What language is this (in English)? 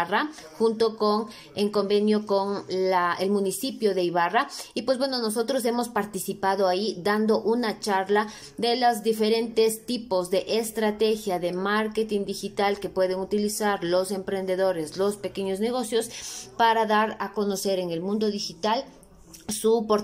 Spanish